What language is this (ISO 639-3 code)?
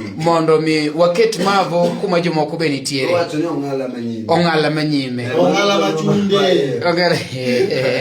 luo